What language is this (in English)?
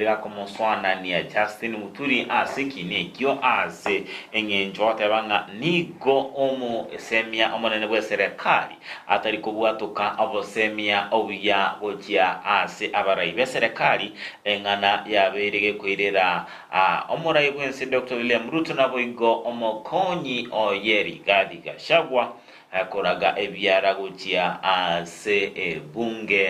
Gusii